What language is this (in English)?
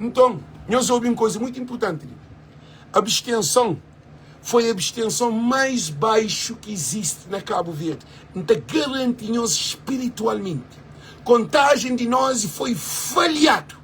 Kabuverdianu